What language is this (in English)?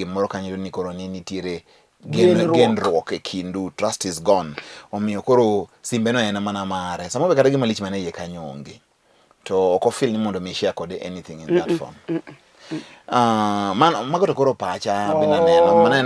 Luo (Kenya and Tanzania)